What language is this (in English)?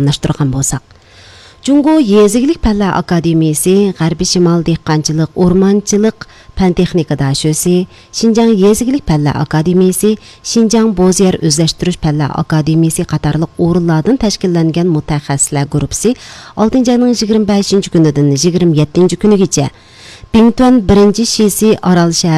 Uyghur